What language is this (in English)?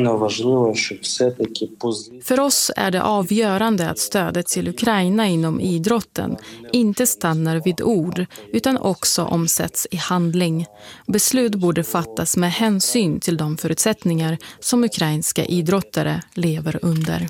Swedish